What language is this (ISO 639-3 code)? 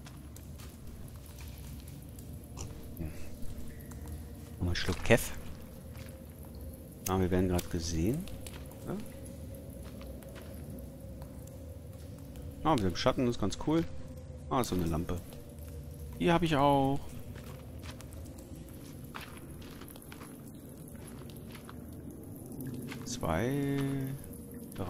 deu